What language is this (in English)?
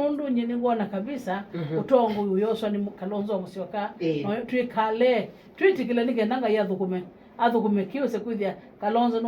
Kamba